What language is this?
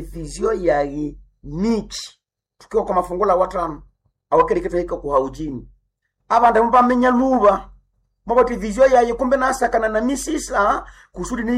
Nande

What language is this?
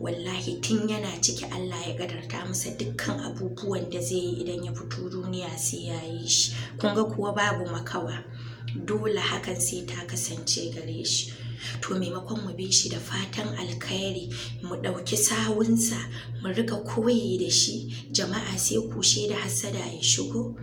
Hausa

